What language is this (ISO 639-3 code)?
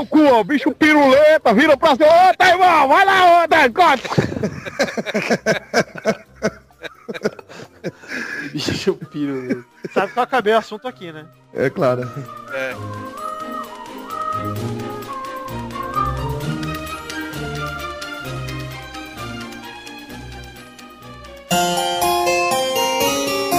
por